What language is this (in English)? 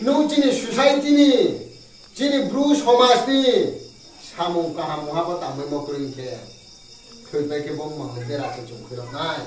Riang (India)